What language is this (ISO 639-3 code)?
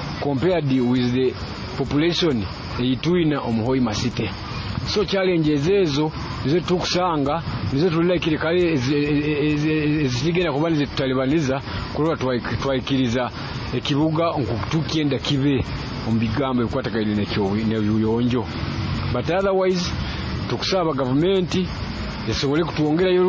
nyo